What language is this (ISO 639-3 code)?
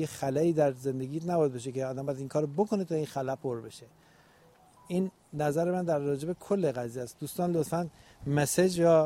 fas